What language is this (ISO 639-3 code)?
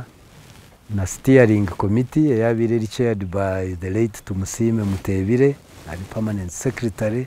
nyn